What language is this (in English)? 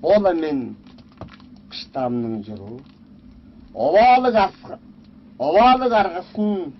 Tuvinian